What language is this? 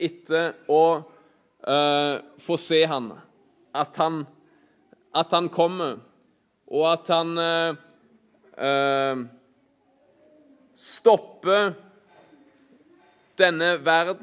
Norwegian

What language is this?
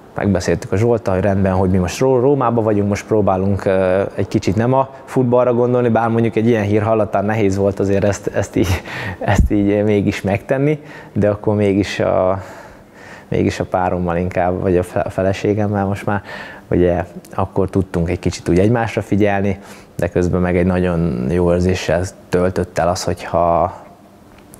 Hungarian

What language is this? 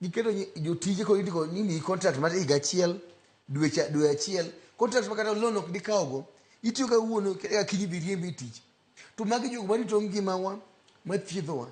Luo (Kenya and Tanzania)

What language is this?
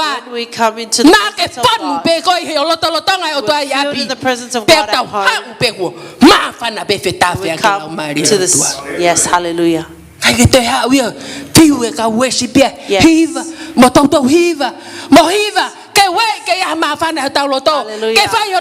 Tongan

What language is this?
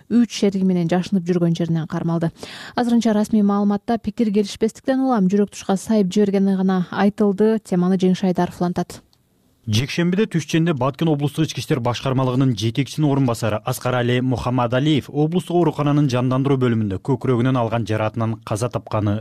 Kyrgyz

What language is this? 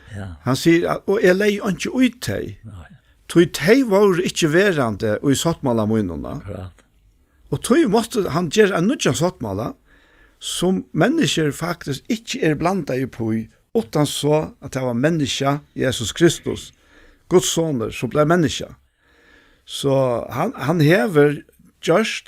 Faroese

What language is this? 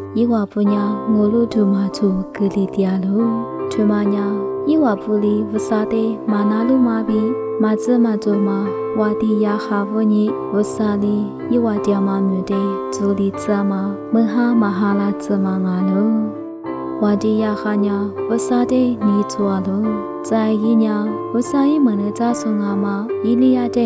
Lisu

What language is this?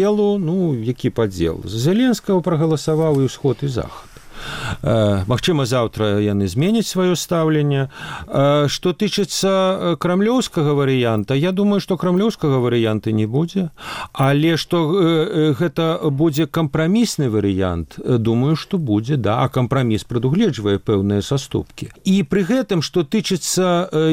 Belarusian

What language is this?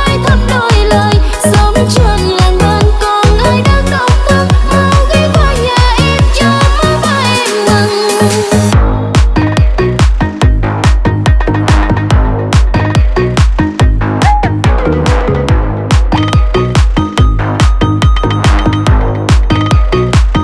Vietnamese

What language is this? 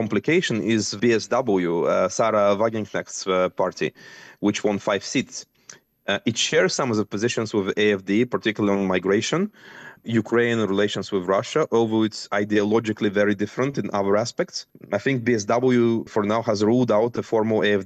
English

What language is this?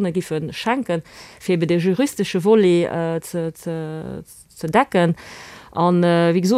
Luxembourgish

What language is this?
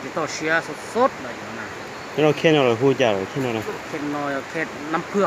Hmong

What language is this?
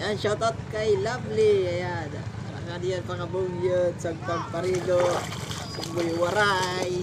Waray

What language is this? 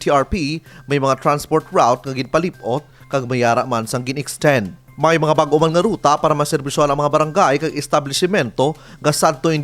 Hiligaynon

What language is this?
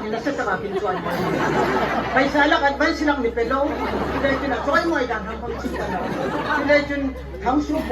Hmar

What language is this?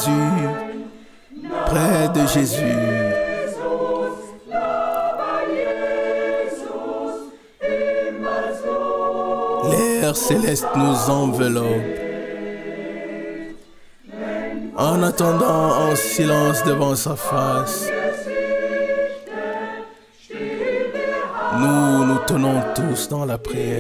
French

